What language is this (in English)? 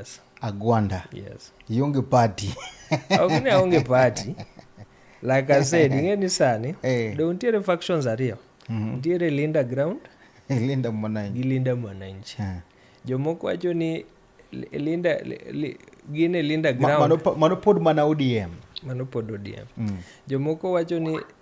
Luo (Kenya and Tanzania)